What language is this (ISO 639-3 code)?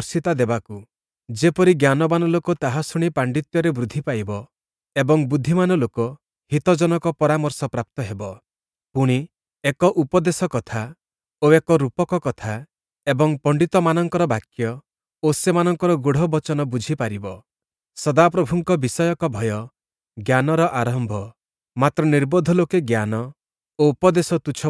ori